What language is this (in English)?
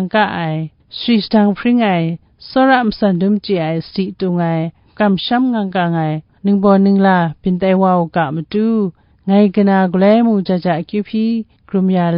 Kachin